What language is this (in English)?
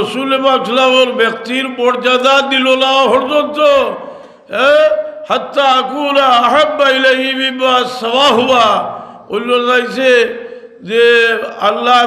Sylheti